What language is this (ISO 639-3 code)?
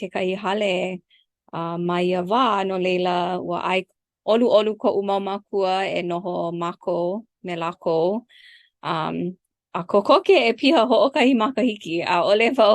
haw